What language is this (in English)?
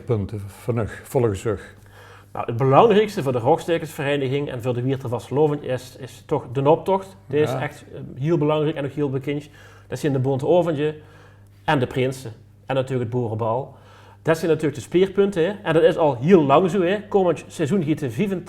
Limburgish